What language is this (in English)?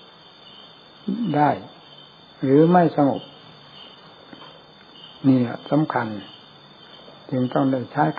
Thai